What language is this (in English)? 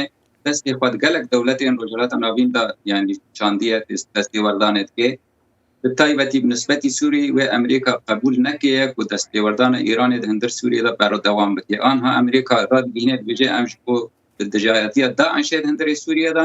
Kurdish